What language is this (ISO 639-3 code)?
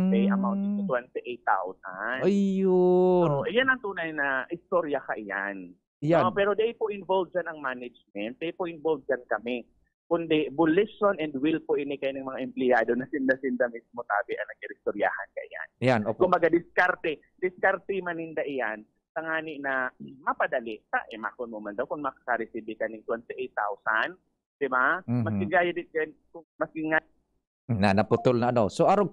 bik